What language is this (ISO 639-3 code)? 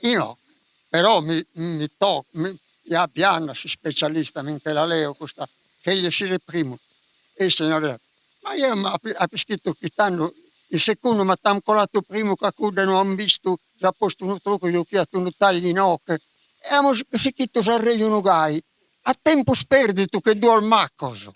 srd